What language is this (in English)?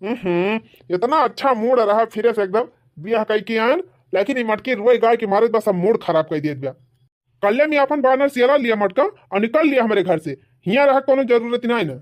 Awadhi